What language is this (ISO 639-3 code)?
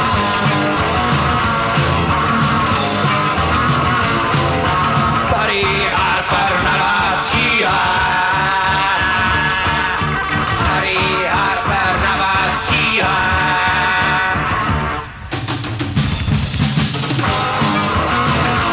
ces